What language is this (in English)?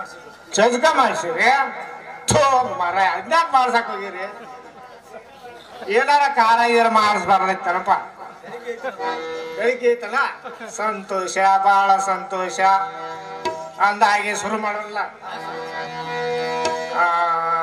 Kannada